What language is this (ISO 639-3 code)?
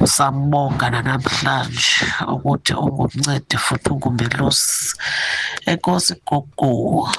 xho